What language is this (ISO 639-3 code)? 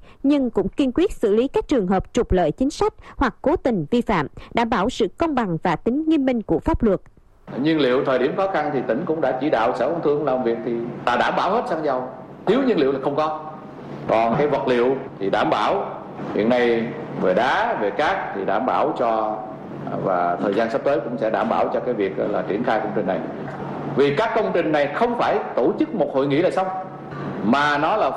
vie